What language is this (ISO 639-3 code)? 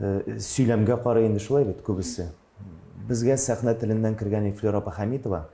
tat